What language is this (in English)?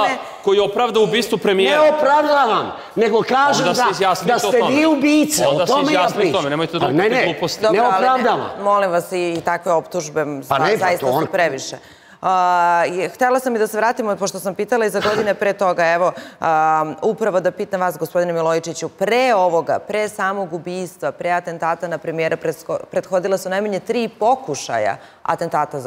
Serbian